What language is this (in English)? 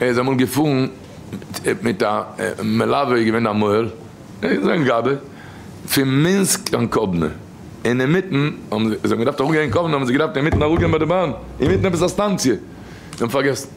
Yiddish